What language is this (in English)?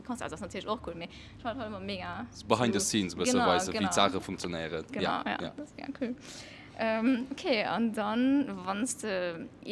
Luxembourgish